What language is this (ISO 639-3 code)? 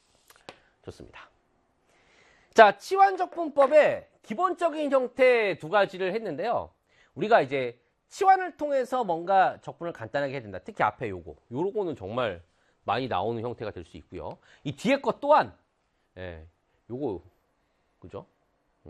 kor